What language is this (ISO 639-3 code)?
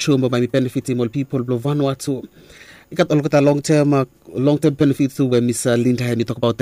bis